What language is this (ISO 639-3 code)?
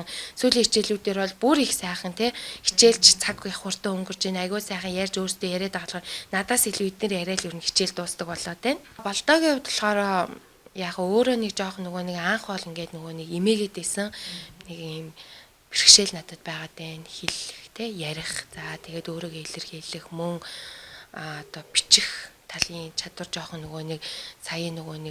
mon